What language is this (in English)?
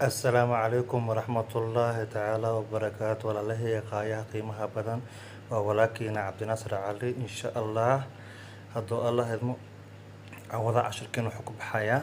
Somali